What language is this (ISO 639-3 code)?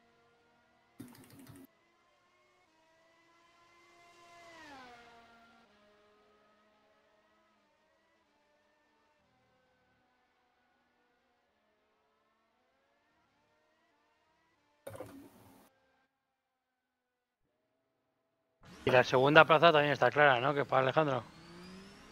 spa